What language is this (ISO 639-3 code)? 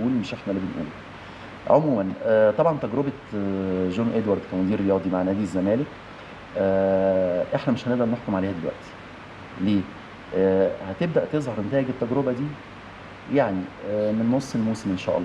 arz